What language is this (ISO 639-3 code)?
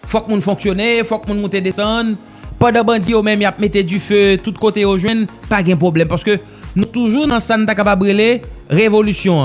hat